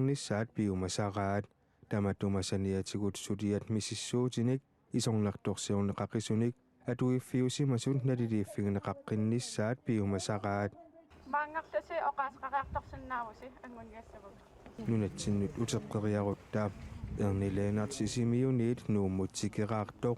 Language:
Kalaallisut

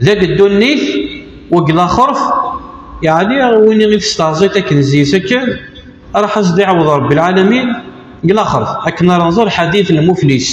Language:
Kabyle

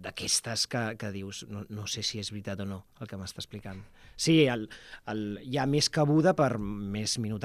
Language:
Catalan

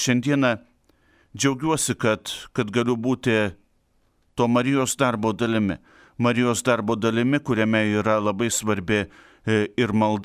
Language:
Lithuanian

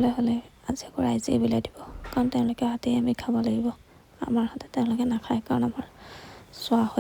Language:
Assamese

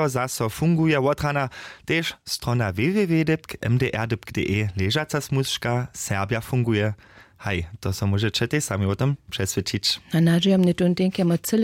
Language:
Upper Sorbian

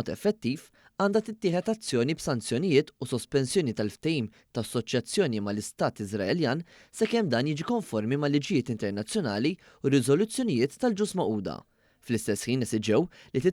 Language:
Maltese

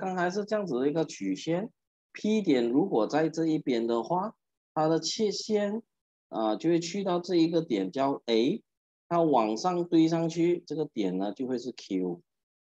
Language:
Chinese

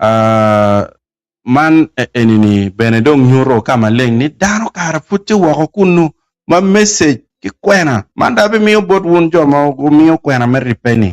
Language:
Acoli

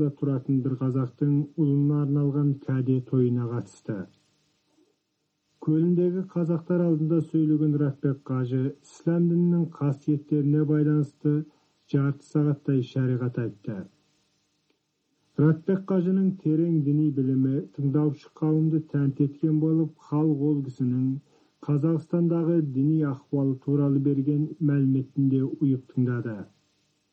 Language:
Kazakh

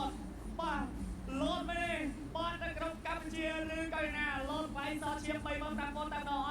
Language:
Khmer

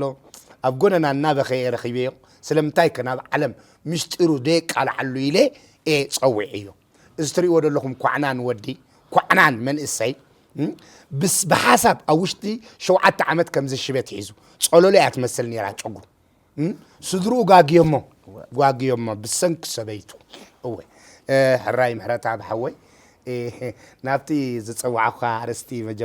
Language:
Tigrinya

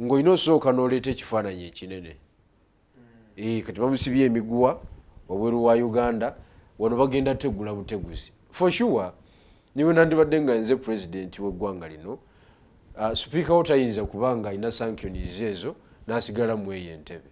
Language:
Ganda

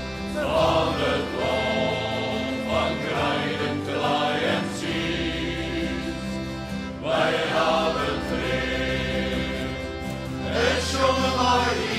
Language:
Western Frisian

